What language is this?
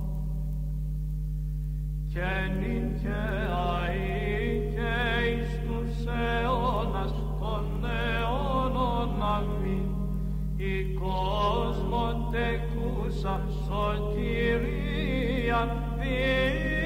Greek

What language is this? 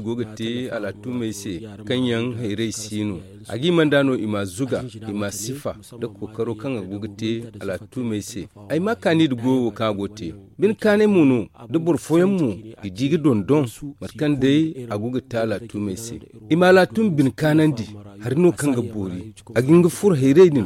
Zarma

